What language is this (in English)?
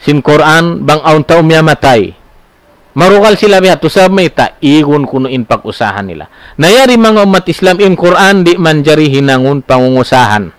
Tausug